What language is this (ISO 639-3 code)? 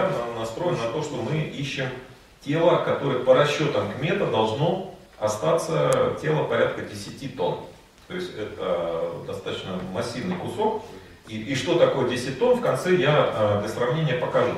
rus